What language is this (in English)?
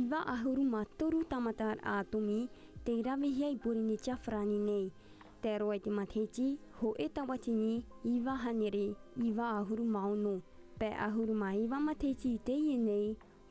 Tahitian